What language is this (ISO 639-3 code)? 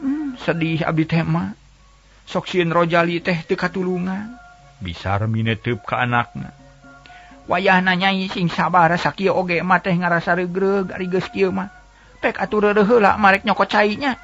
sun